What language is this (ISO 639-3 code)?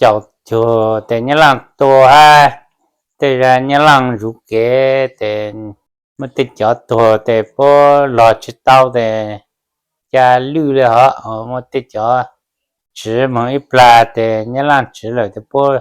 hmn